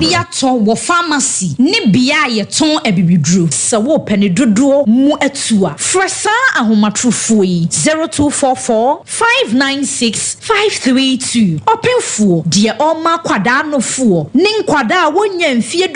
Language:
Akan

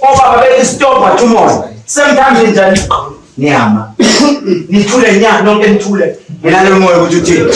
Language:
Zulu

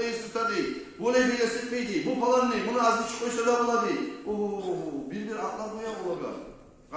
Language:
Kumyk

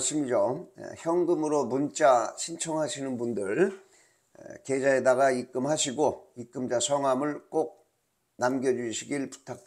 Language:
Korean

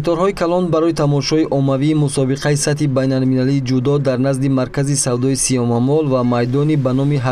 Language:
Tajik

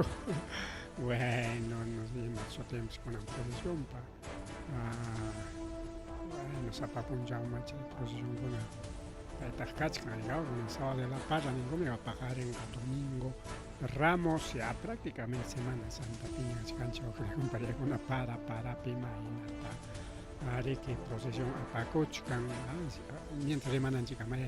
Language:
Ayacucho Quechua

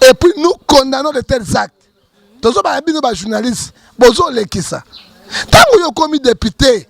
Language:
Lingala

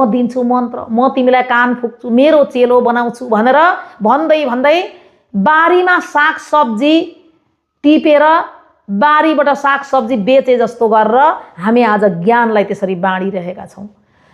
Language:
Nepali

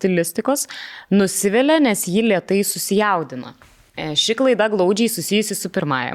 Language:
Lithuanian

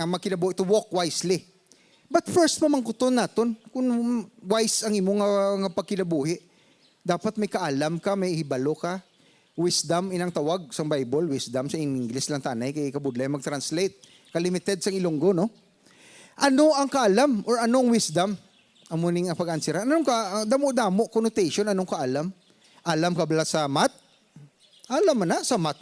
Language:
Hiligaynon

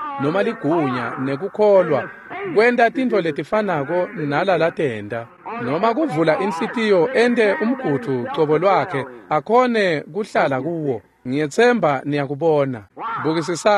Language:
Swati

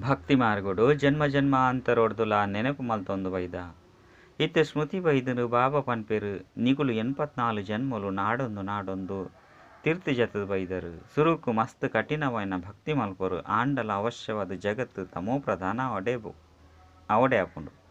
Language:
Tulu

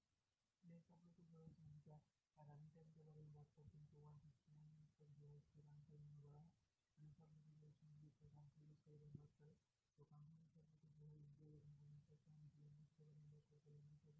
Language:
Hindi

